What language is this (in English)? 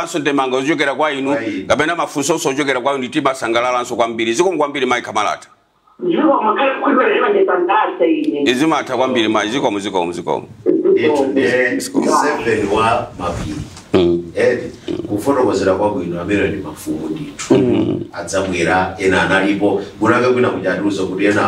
Nyanja